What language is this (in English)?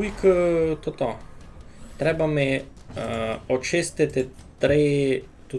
Rusyn